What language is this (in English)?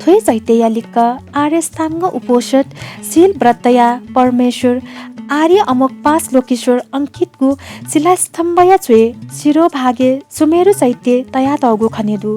Newari